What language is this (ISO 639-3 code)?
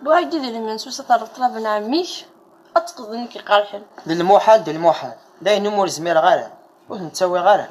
kab